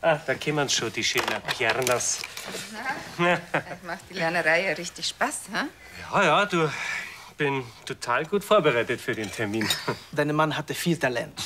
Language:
Bavarian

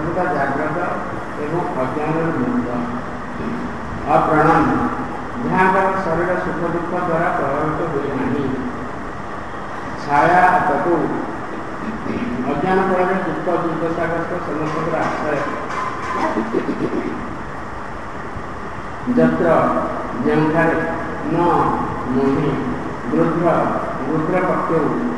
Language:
Odia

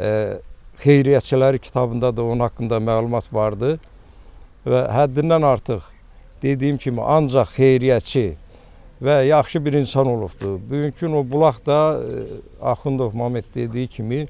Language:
Azerbaijani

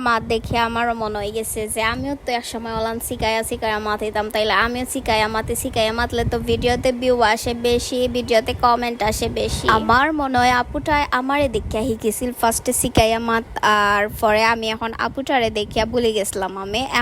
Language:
Sylheti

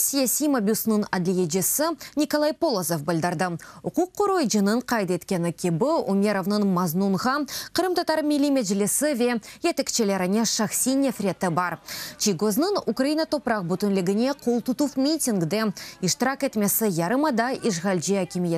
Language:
Crimean Tatar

